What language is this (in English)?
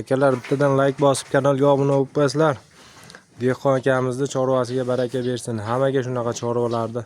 Uzbek